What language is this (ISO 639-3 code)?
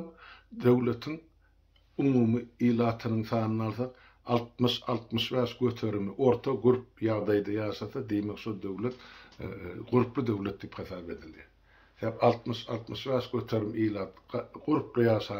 tuk